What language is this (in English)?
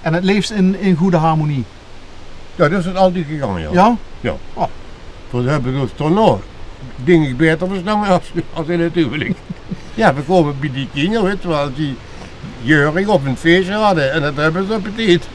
Limburgish